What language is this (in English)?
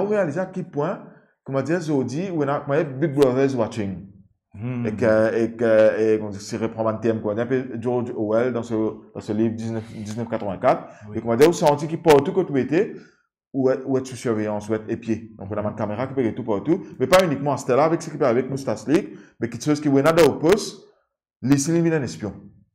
Morisyen